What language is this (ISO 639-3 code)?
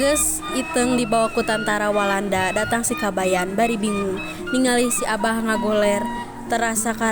sun